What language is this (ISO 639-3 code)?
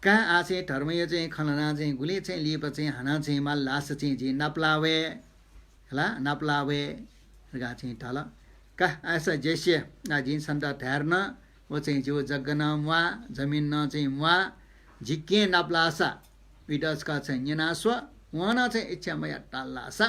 new